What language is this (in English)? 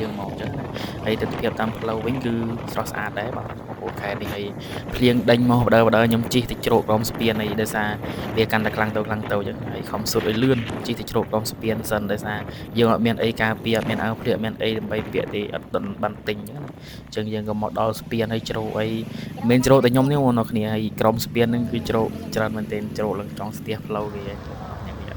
Khmer